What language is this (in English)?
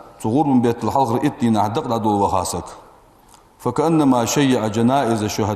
Ingush